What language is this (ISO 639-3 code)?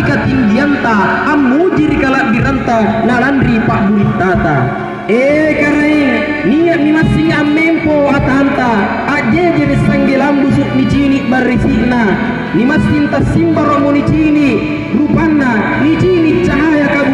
mak